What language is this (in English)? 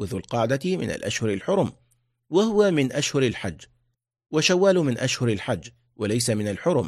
Arabic